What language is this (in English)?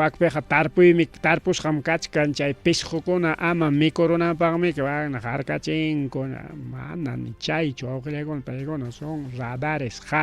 Ayacucho Quechua